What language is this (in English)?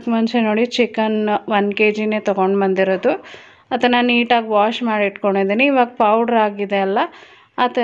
Kannada